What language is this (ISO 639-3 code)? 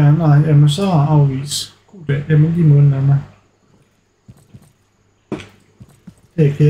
dan